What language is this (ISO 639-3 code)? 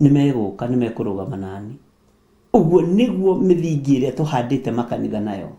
kik